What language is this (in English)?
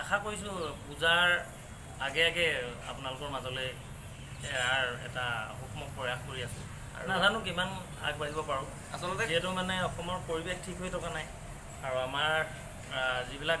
Assamese